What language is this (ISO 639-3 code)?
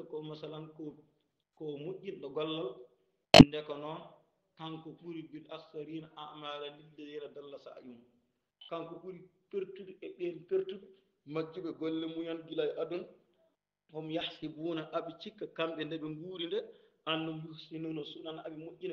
ful